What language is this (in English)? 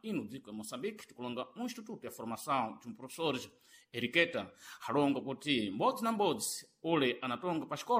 Sena